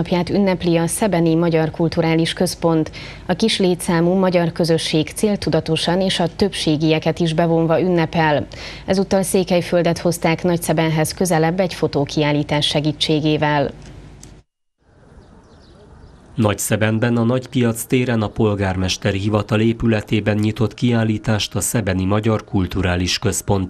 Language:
Hungarian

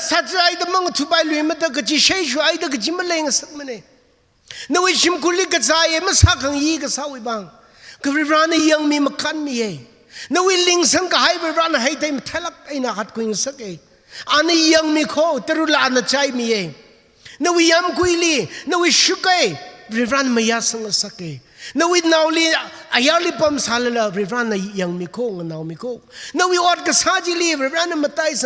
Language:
Tangkhul Naga (India)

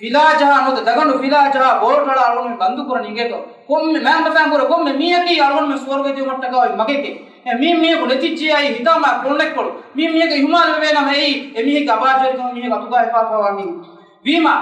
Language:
Divehi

